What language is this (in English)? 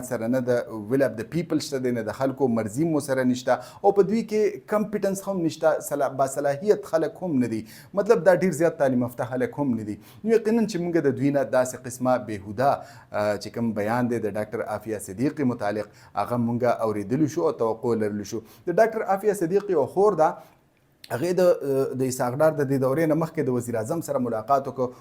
Pashto